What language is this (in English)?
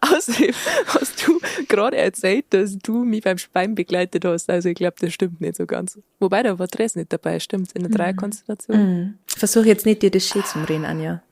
Bavarian